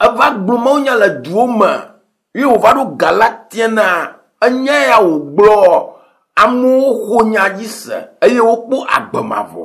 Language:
Ewe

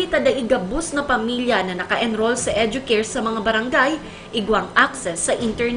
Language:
Bikol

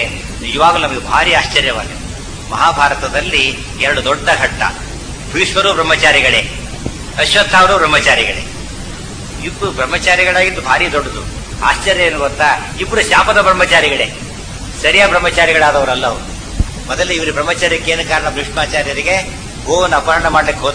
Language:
Kannada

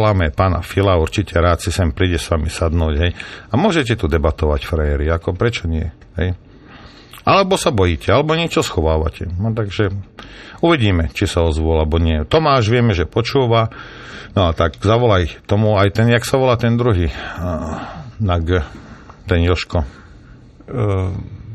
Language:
Slovak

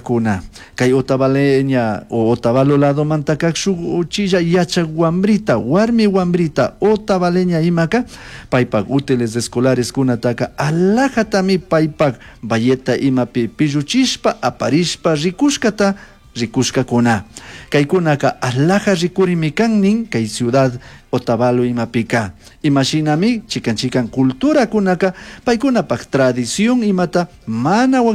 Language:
Chimborazo Highland Quichua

